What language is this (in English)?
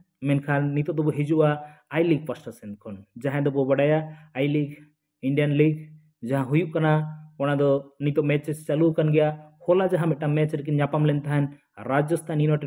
Santali